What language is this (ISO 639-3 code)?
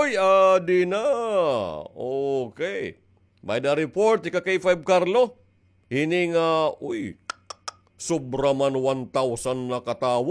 war